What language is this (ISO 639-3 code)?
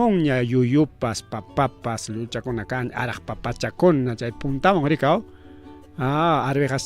quy